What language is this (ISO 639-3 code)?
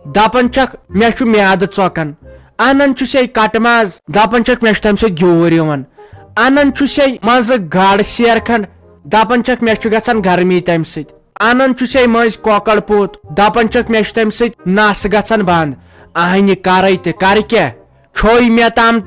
kas